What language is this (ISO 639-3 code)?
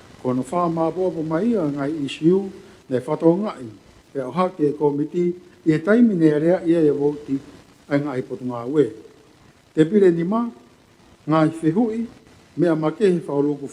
ton